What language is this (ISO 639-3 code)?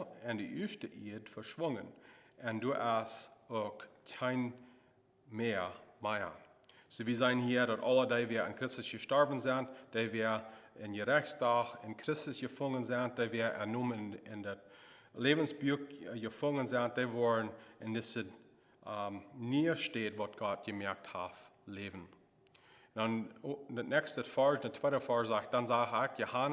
pdt